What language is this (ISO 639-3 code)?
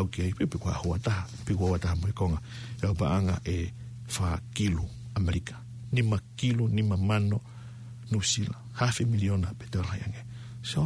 ton